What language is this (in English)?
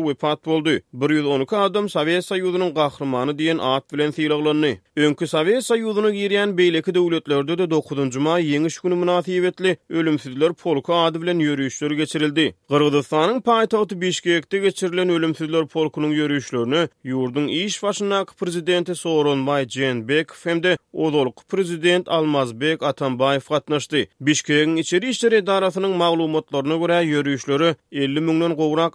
Turkmen